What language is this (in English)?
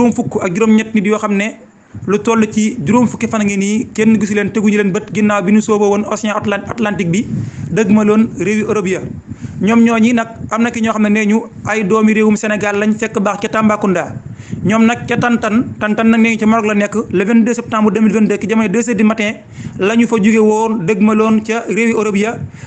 Wolof